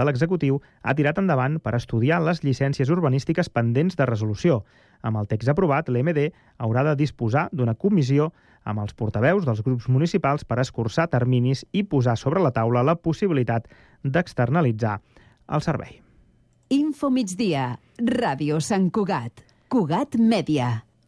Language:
Catalan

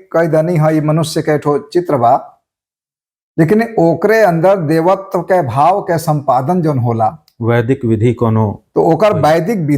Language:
Bhojpuri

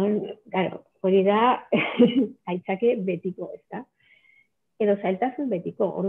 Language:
Basque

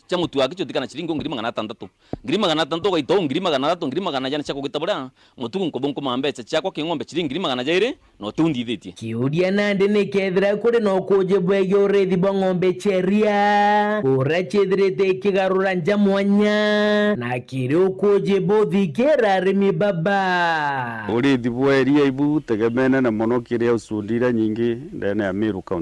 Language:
Meru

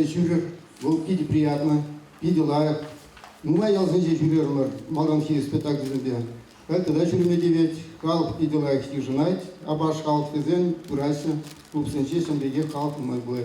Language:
Chuvash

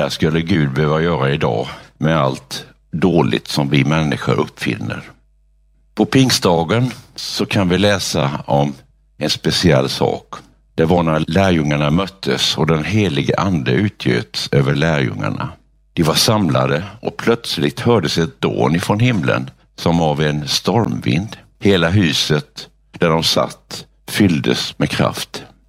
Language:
Swedish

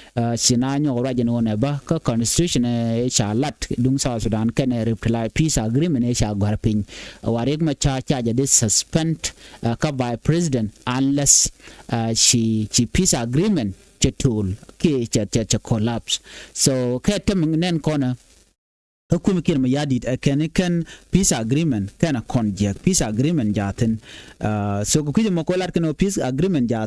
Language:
Nuer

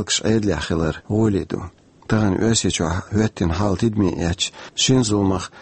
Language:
Chechen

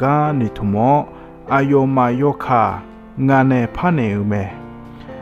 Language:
Akha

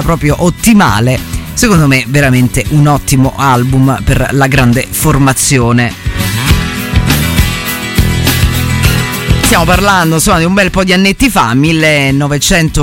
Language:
Italian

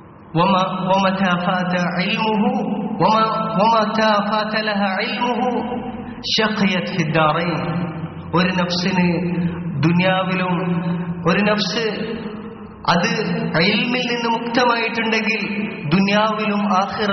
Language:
Malayalam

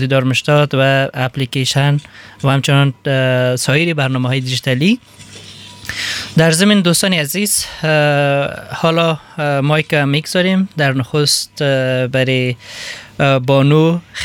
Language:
Persian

